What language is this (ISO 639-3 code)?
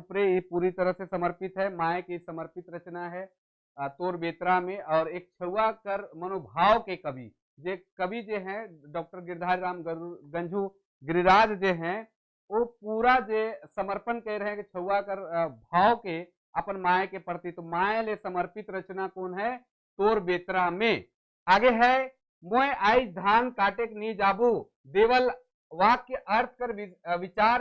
sck